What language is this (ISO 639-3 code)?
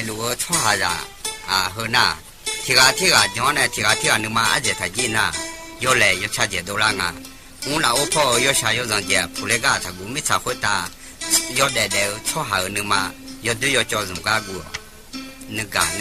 ahk